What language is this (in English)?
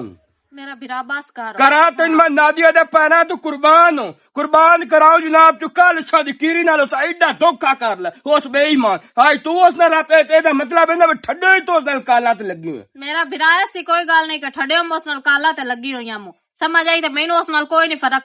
Western Panjabi